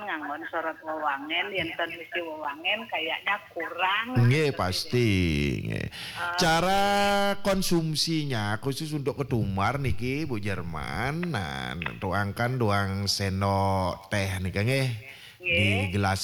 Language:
Balinese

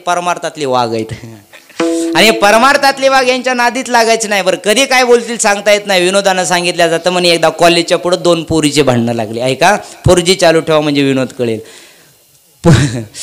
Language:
Marathi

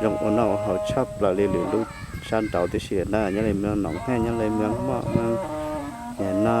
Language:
Hmong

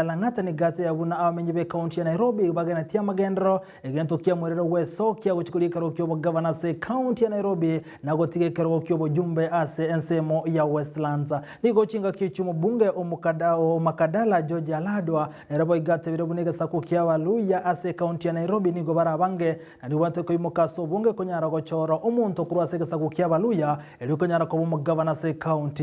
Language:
Gusii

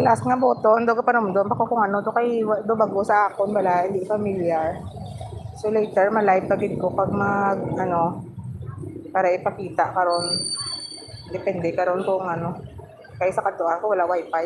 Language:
Hiligaynon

